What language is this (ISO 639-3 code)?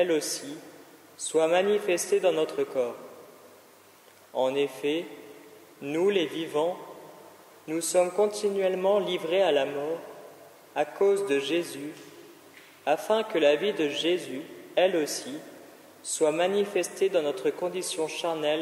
fra